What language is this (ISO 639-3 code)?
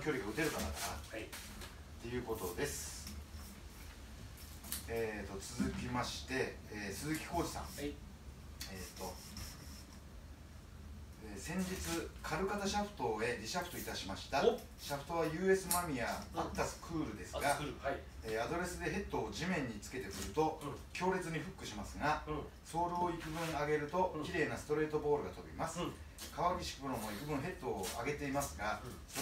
jpn